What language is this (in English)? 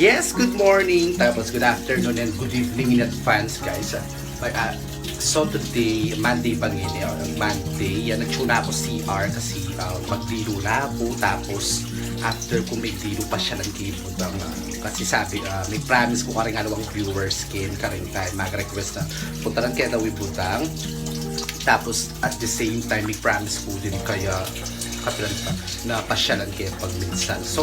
Pampanga